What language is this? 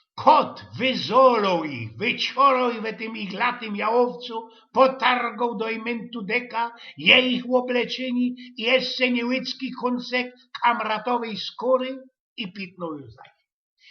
Silesian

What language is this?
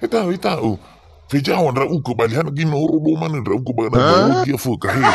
Nias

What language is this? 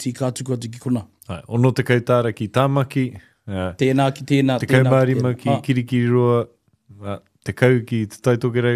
Māori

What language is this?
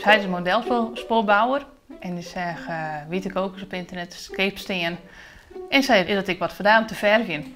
Western Frisian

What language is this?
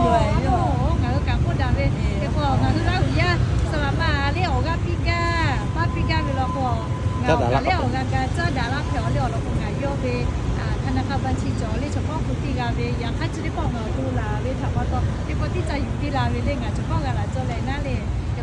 Lahu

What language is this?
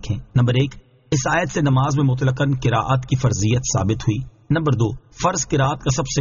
Urdu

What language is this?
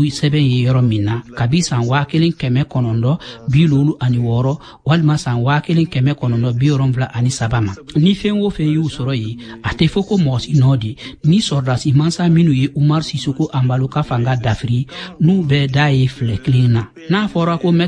Bambara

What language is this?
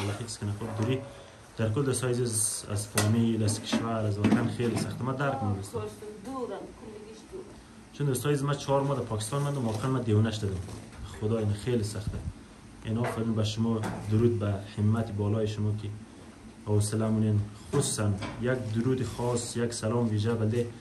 Persian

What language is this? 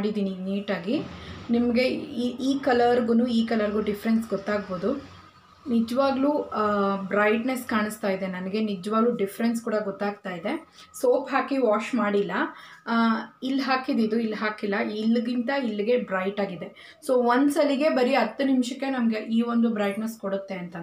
Kannada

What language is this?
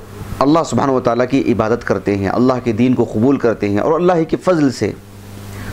Urdu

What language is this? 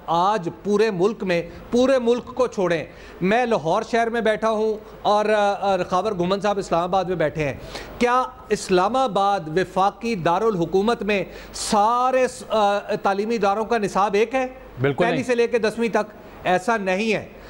Urdu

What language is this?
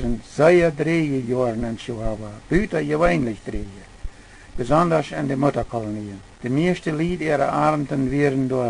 Plautdietsch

